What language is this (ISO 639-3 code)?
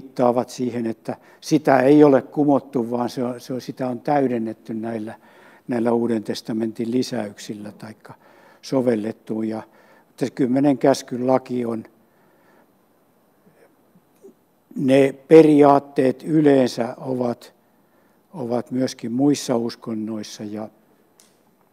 fin